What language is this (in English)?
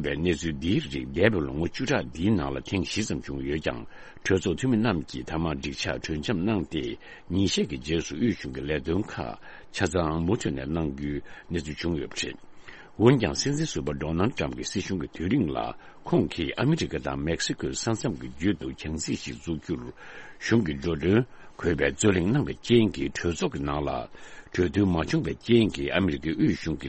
Tibetan